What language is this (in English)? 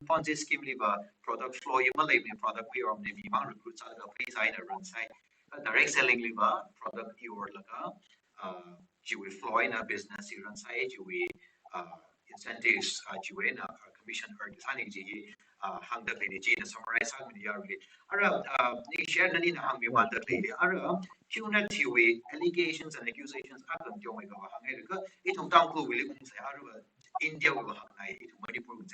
Tangkhul Naga (India)